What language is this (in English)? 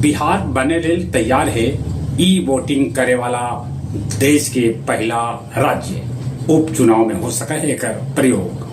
Magahi